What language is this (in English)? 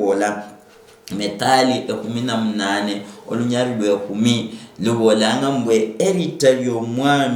Luyia